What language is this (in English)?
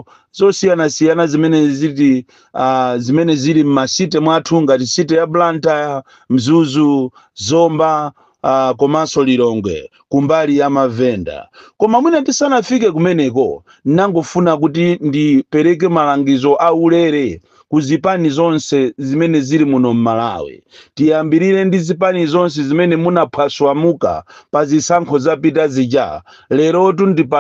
Nyanja